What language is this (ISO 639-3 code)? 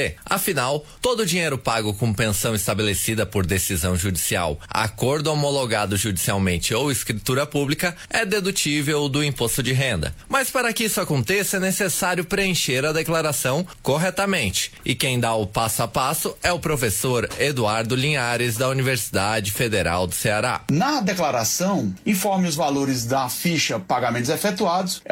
por